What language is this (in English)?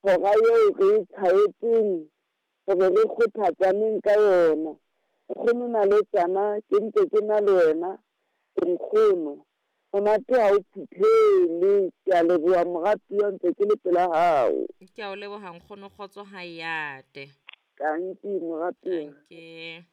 Southern Sotho